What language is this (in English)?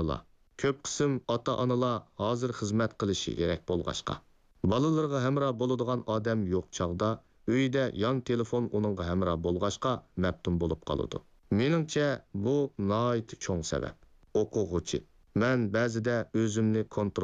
Uyghur